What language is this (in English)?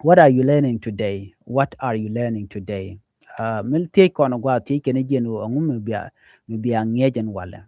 Nuer